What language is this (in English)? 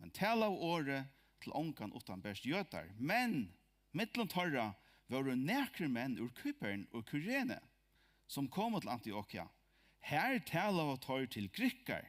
Faroese